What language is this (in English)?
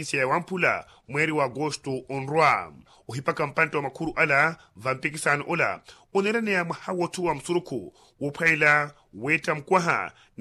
Makhuwa